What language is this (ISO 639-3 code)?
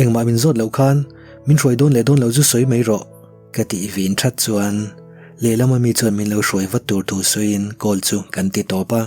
lus